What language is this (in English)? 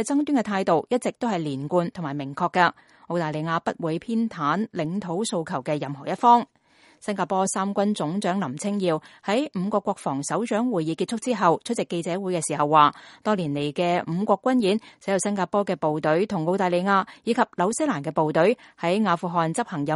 Cantonese